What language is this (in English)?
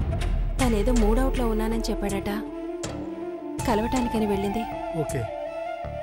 Telugu